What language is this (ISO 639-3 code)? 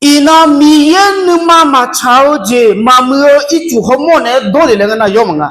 ahk